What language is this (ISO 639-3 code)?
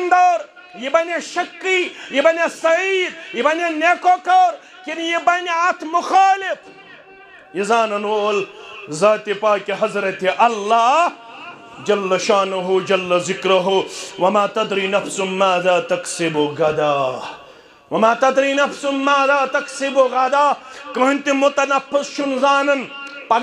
kas